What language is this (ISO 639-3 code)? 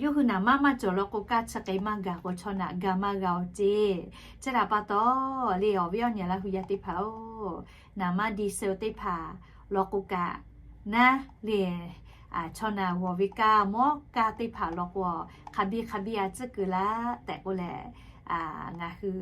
lhu